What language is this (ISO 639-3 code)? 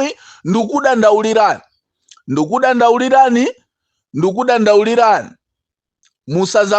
nya